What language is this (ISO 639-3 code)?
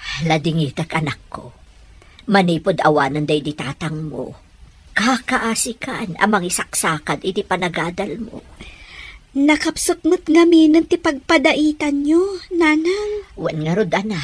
ilo